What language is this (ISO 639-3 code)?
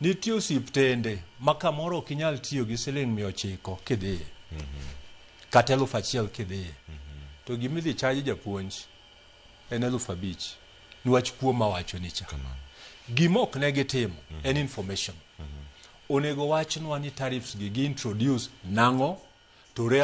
luo